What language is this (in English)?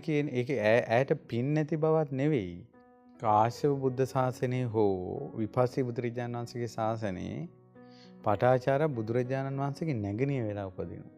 Sinhala